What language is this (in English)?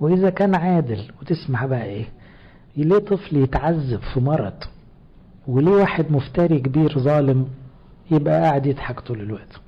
Egyptian Arabic